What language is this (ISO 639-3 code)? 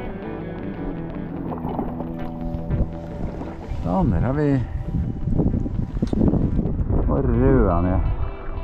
nor